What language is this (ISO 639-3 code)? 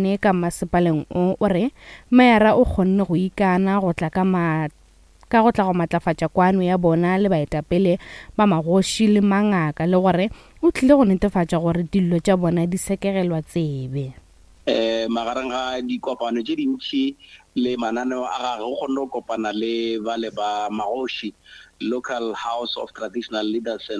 nso